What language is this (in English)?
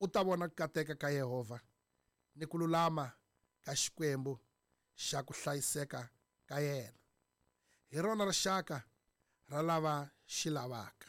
Tsonga